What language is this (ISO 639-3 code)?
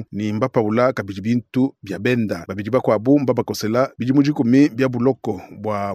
lua